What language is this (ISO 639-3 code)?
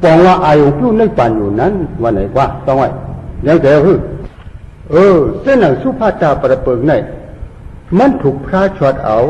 shn